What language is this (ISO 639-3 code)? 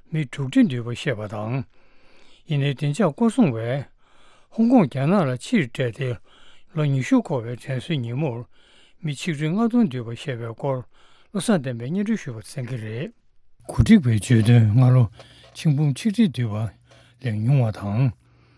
bod